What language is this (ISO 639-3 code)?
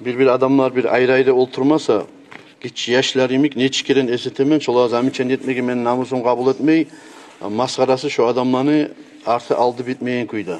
kum